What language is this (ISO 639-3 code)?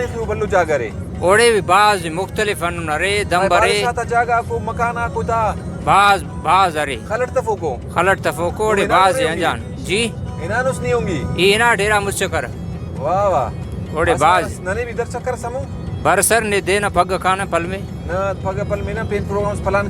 brh